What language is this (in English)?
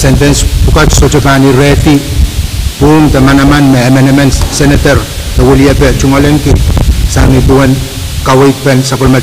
Pohnpeian